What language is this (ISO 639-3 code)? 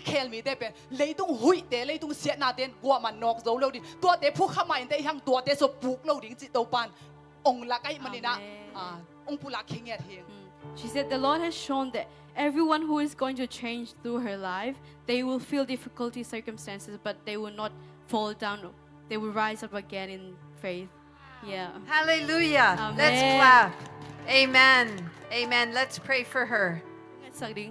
ctd